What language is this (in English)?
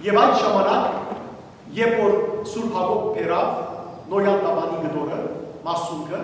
Western Armenian